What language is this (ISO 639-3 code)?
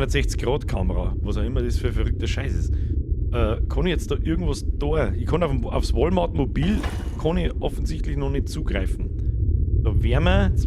bar